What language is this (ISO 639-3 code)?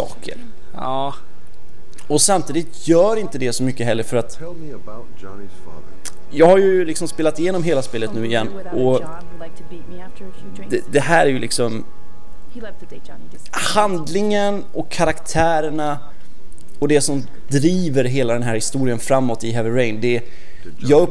swe